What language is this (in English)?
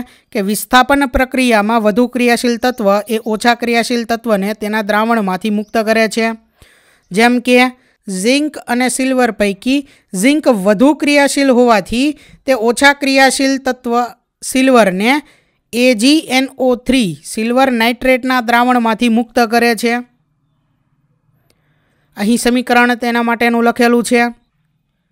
Gujarati